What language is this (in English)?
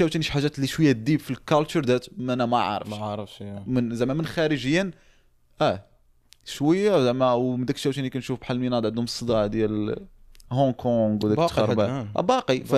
Moroccan Arabic